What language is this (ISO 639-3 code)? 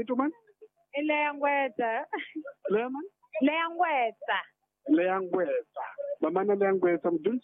tso